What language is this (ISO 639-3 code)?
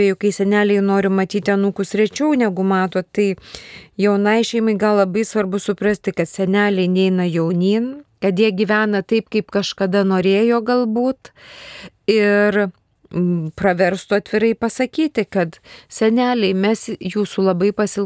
lit